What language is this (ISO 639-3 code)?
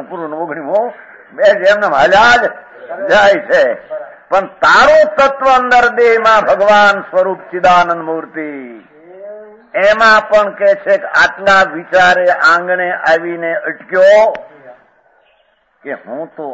guj